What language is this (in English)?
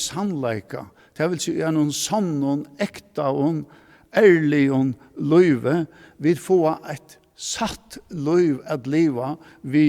Faroese